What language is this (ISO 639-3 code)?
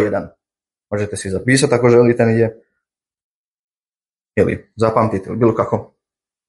hrv